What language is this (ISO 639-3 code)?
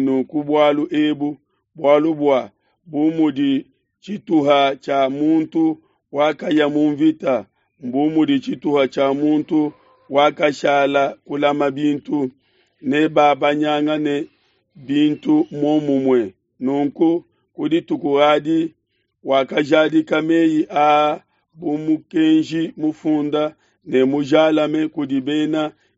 lua